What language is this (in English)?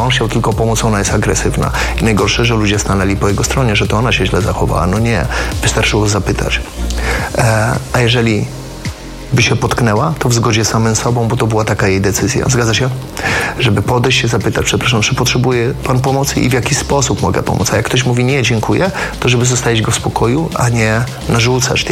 Polish